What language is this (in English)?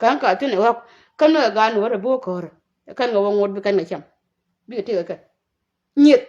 Nuer